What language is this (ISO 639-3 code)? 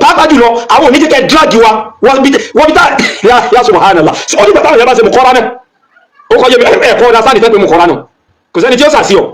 yor